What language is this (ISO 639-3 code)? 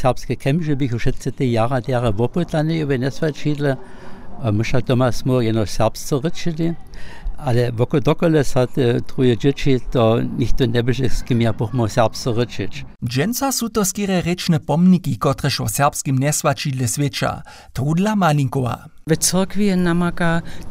hsb